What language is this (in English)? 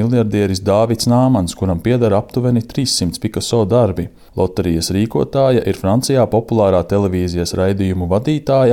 Latvian